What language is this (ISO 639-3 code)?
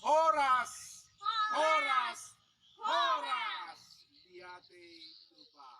bts